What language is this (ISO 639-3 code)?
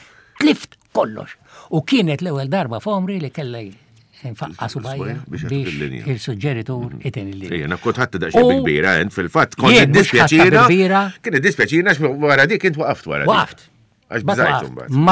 mlt